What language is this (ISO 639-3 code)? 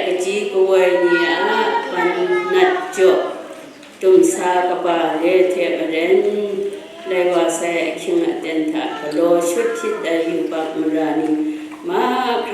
kac